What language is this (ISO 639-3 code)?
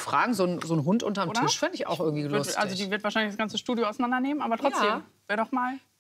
deu